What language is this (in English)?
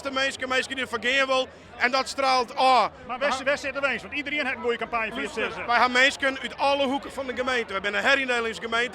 Western Frisian